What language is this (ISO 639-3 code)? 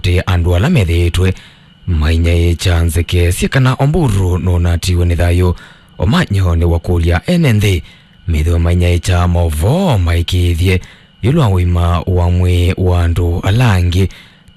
kam